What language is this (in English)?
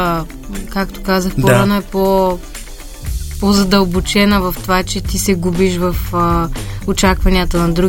Bulgarian